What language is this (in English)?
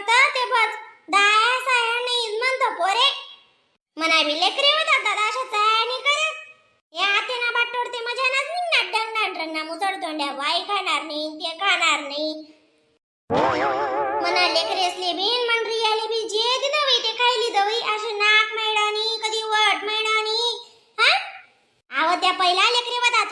Khandesi